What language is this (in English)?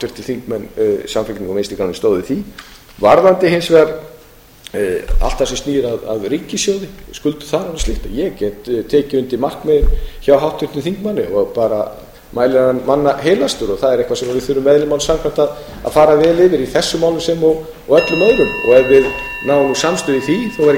Icelandic